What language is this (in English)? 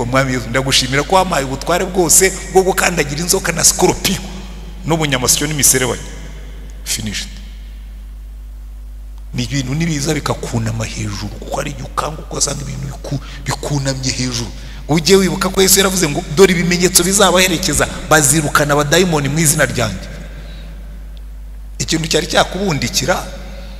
Kinyarwanda